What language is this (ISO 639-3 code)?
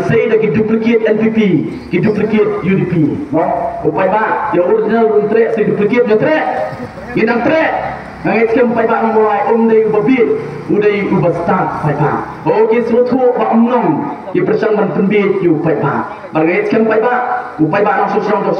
kha